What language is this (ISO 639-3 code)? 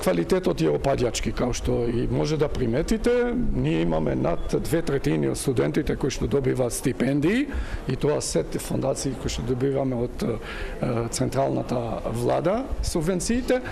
mkd